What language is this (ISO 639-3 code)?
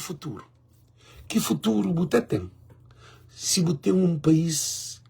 kea